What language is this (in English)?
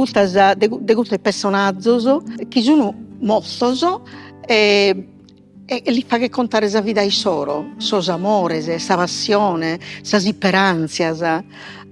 Sardinian